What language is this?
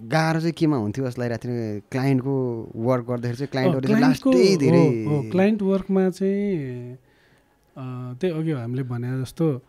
Nepali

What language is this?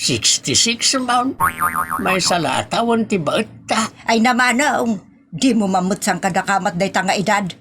Iloko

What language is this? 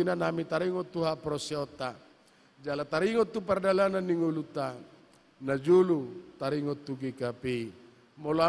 Batak Toba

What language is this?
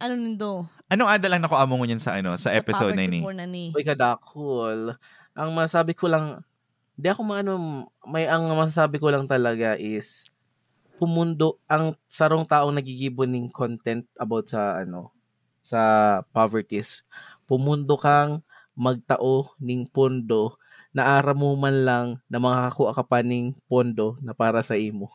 Bikol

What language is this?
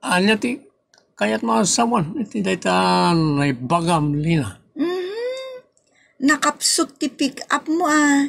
Iloko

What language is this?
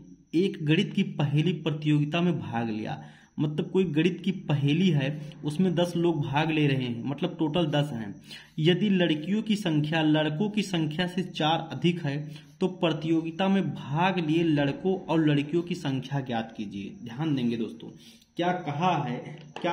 Hindi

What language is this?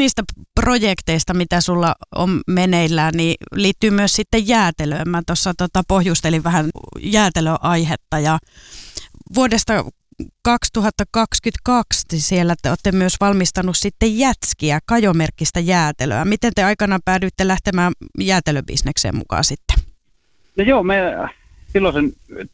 Finnish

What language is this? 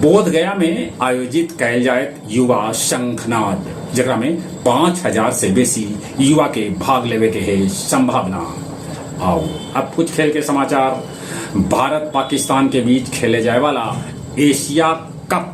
Magahi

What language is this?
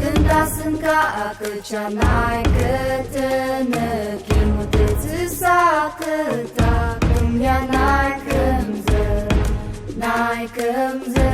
Ao Naga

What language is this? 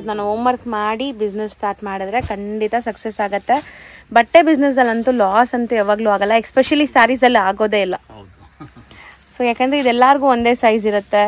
Kannada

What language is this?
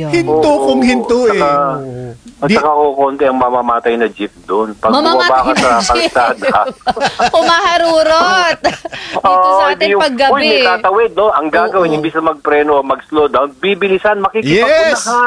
Filipino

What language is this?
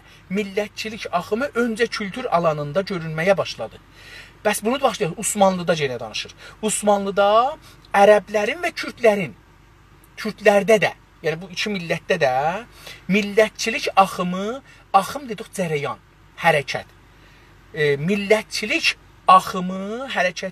South Azerbaijani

